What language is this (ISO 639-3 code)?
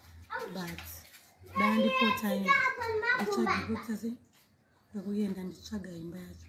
sna